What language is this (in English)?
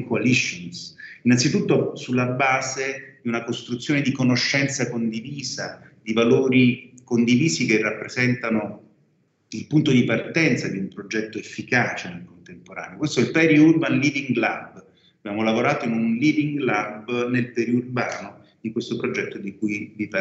Italian